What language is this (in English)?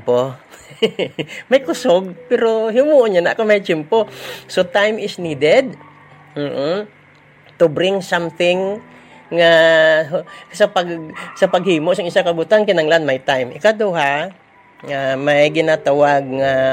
Hiligaynon